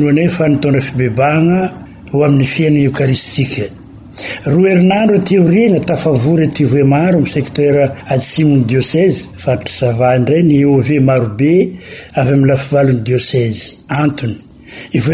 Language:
Malagasy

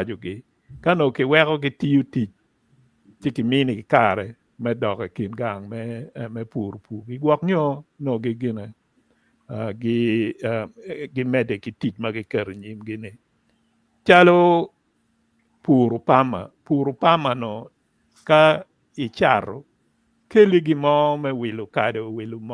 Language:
Acoli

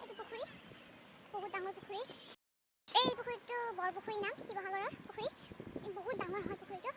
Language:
Assamese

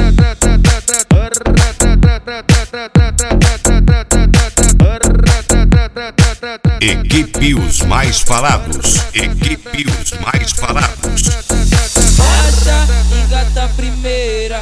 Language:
Portuguese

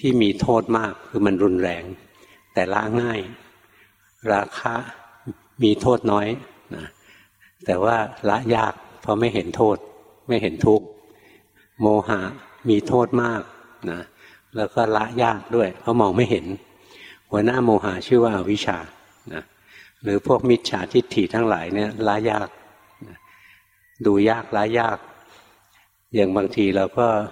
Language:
Thai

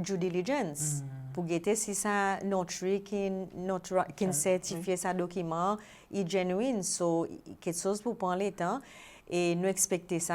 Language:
Seselwa Creole French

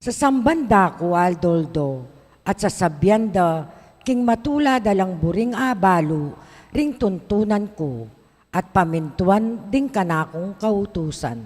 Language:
Pampanga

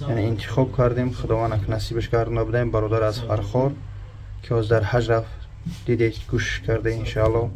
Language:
Tajik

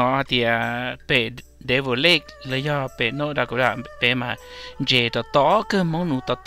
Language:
Hmong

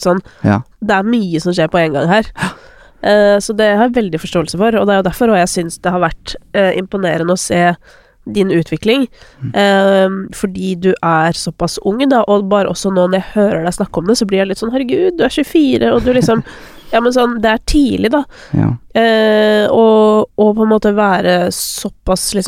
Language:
Norwegian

